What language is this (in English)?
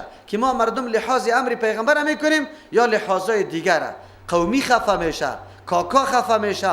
Persian